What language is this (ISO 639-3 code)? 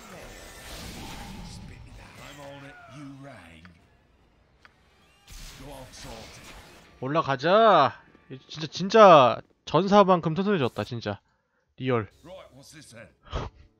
kor